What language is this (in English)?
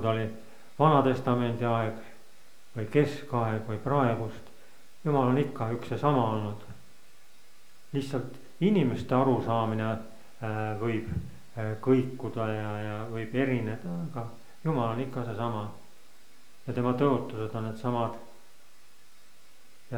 Estonian